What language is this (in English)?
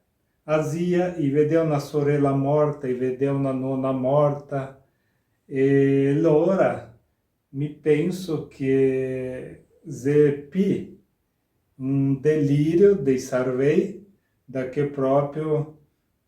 Venetian